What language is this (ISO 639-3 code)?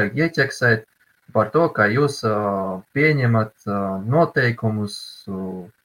lav